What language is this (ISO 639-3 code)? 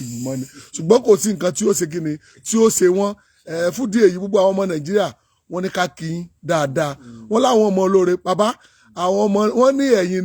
yor